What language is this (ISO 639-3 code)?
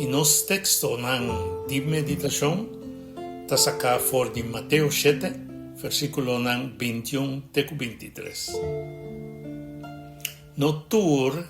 pap